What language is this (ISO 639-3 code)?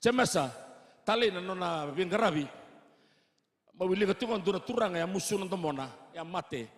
fij